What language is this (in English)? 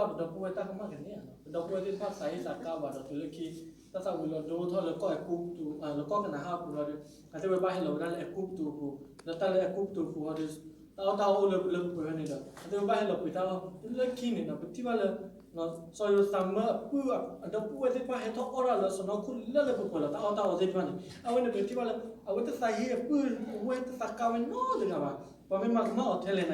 S'gaw Karen